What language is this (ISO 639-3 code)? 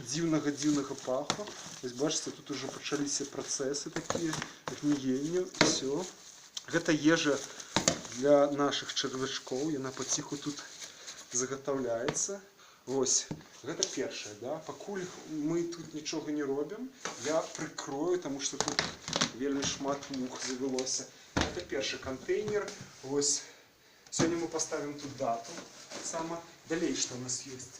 bel